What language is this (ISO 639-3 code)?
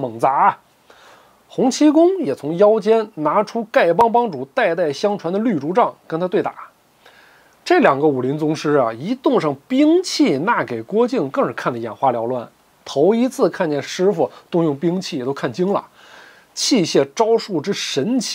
zho